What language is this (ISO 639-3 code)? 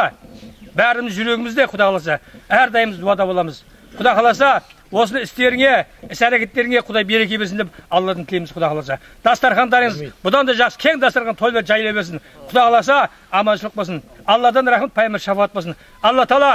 kaz